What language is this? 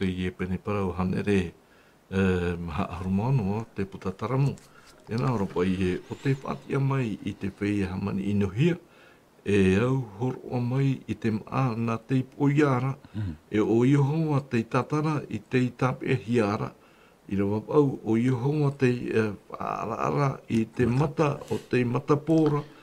Tahitian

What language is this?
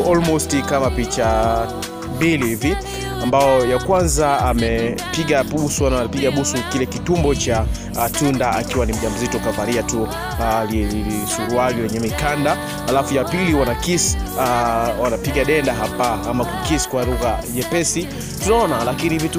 Swahili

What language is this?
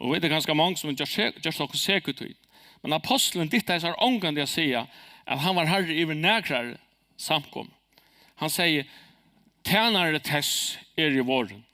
Faroese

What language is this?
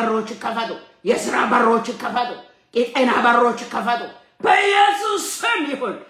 Amharic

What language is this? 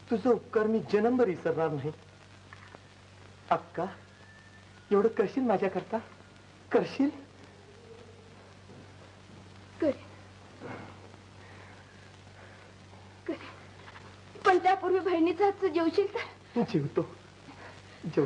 Marathi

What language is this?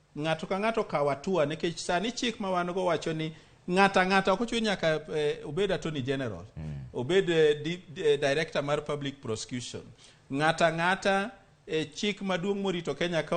Luo (Kenya and Tanzania)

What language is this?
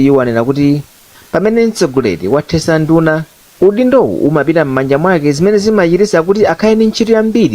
Nyanja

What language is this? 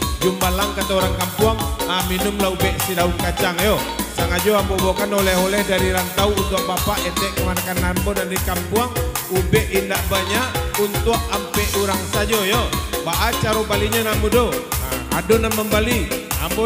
Minangkabau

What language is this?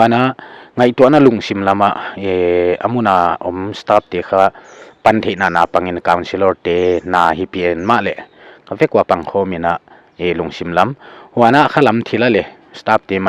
Paite Chin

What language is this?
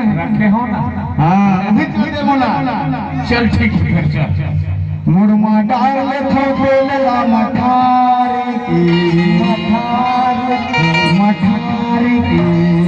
Chhattisgarhi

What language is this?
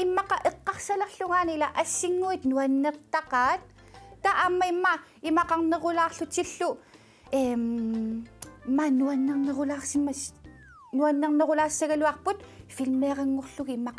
Kalaallisut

